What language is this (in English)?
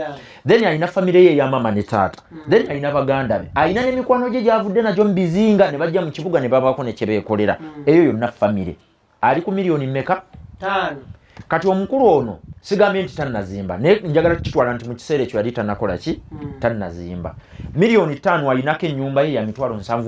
Ganda